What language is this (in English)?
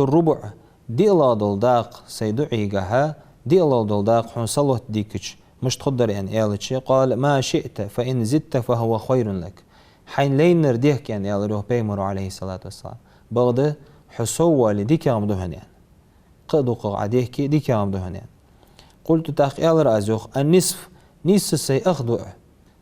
Ingush